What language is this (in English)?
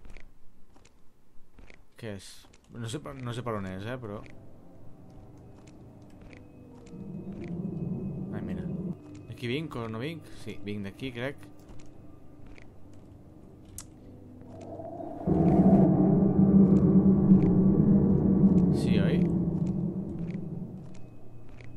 Catalan